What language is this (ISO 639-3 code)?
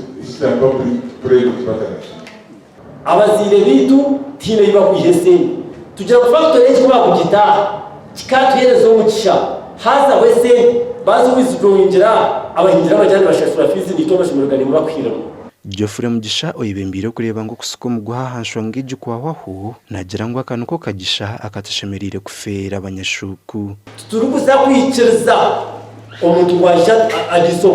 nyn